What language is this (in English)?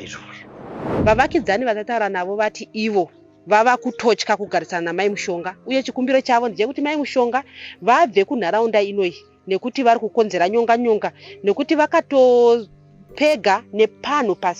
Shona